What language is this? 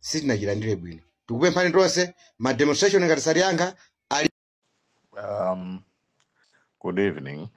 Nyanja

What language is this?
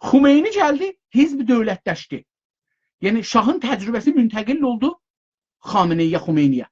South Azerbaijani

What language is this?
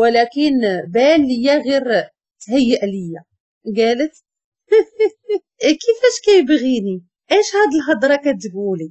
Moroccan Arabic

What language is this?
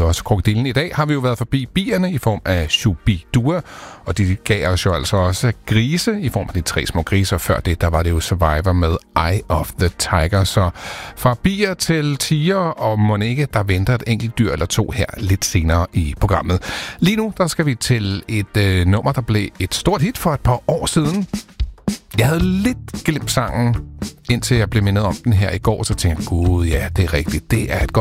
Danish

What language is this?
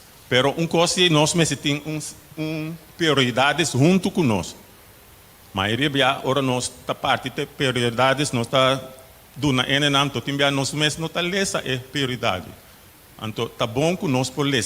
Papiamento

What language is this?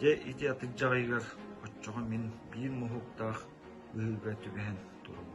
Yakut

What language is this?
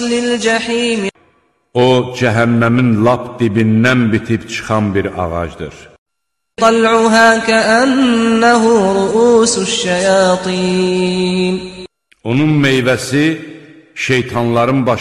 Azerbaijani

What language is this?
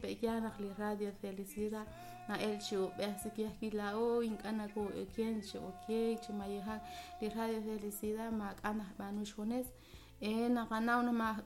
Kekchí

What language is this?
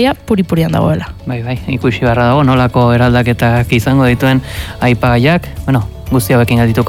Basque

